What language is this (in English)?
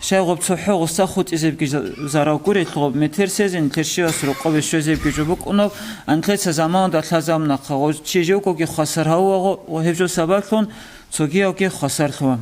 Avaric